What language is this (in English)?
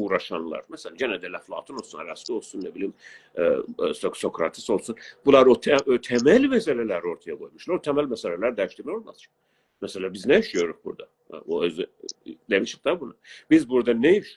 South Azerbaijani